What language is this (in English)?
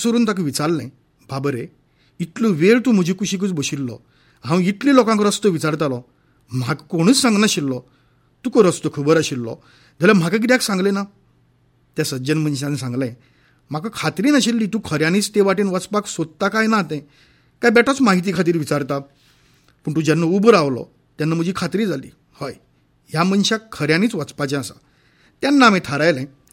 Konkani